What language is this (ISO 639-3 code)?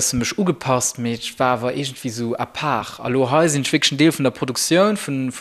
ltz